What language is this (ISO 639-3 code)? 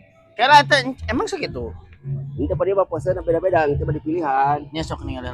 sun